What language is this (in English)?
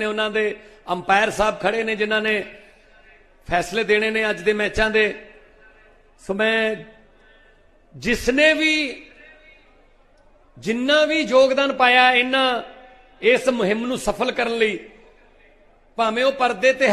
Punjabi